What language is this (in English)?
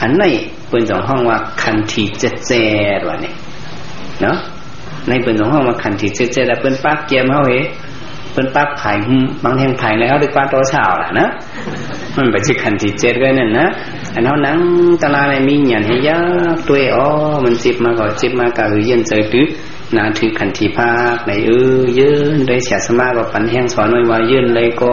Shan